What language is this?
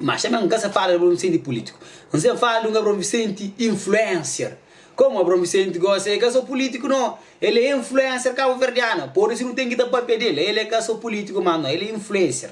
Kabuverdianu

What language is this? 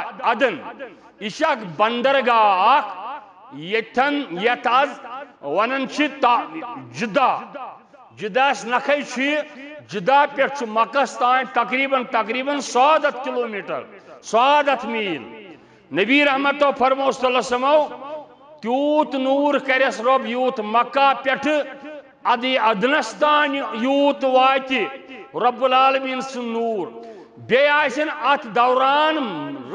Kashmiri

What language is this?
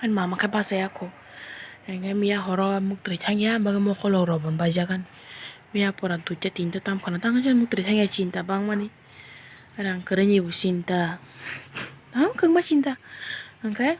Kok Borok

